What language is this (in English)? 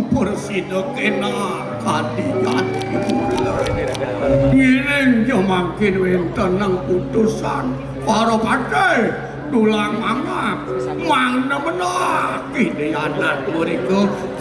Balinese